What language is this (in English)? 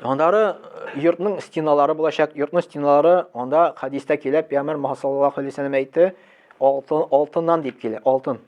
Tatar